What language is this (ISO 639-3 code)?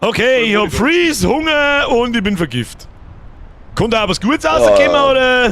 bar